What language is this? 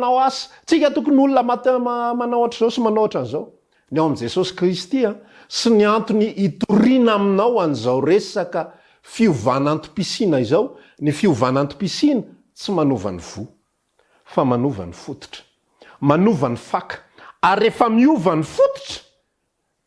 Malagasy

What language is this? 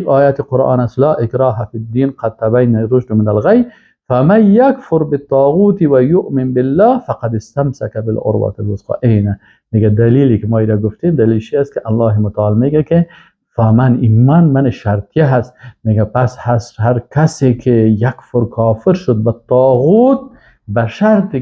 Persian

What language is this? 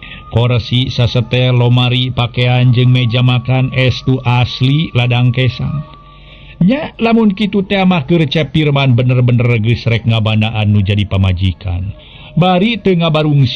Sundanese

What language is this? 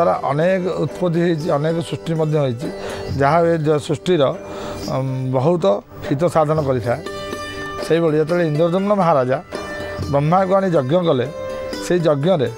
Odia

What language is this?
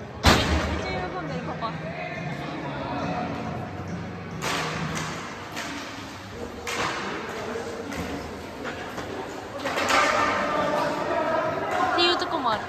Japanese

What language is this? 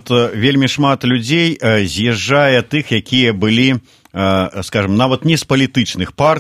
Belarusian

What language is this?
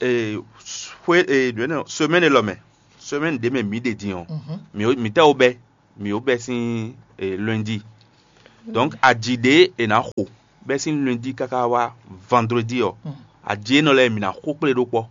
Fon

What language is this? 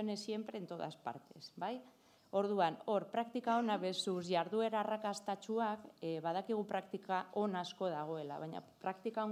Basque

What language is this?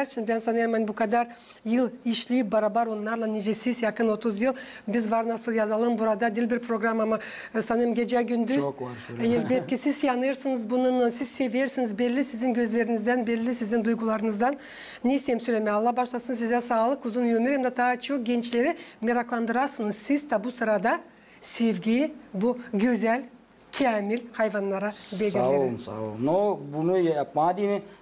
Gagauz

